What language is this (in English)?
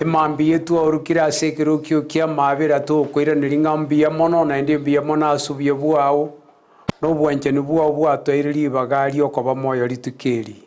Gusii